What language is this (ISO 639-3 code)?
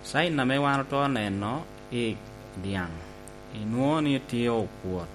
laj